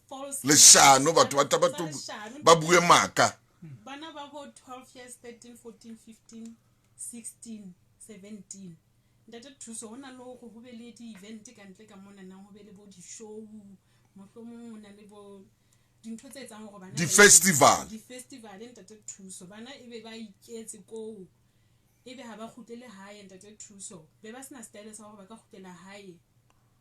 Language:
Southern Sotho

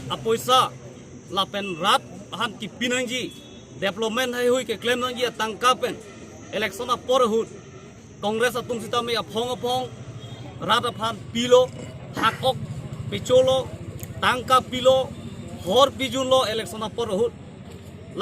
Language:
Karbi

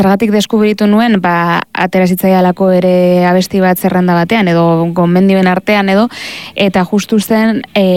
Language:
Basque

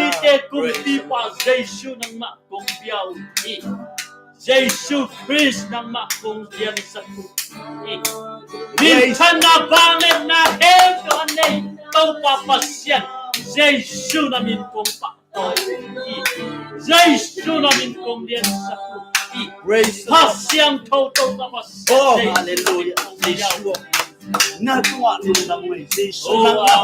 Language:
Tedim Chin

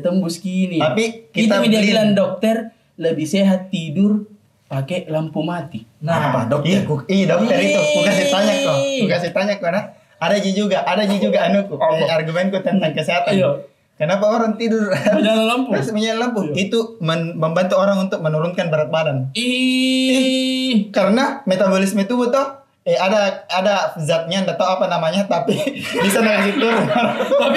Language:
Makassar Malay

